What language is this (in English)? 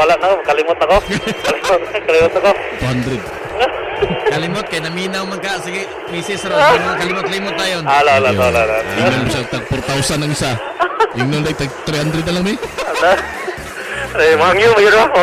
Cebuano